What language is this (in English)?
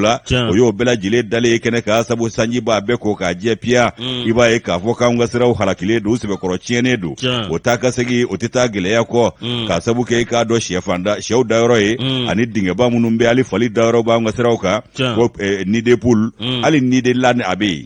Bambara